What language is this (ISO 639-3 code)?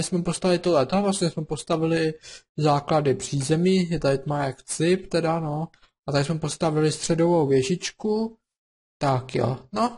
ces